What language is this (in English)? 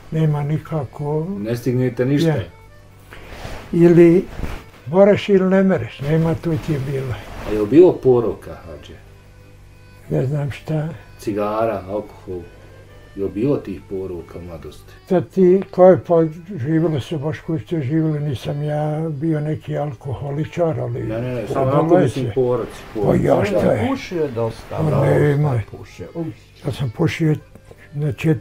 Bosnian